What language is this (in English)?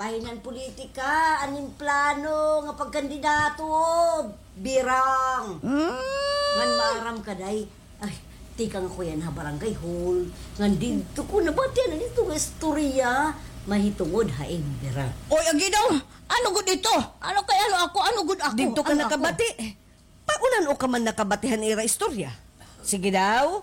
Waray